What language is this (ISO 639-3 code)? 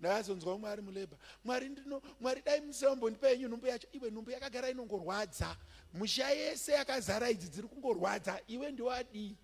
sna